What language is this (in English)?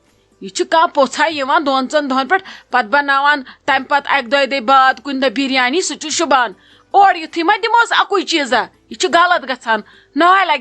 Kashmiri